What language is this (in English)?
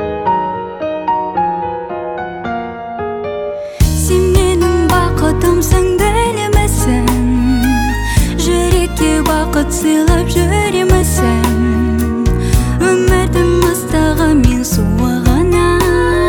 Kazakh